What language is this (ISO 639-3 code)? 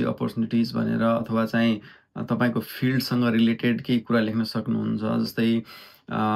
nep